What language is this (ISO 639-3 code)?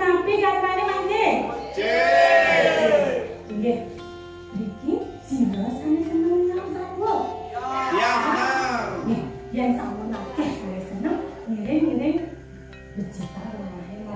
ban